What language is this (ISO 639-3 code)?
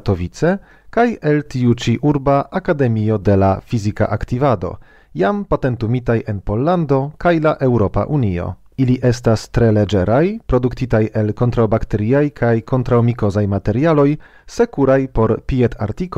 epo